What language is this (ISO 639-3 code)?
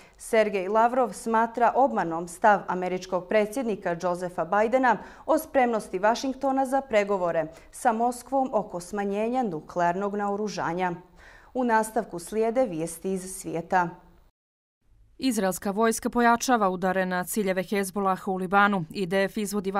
bos